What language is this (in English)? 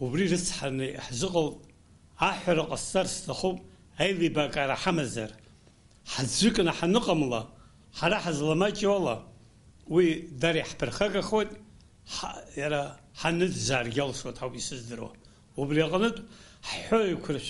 Abkhazian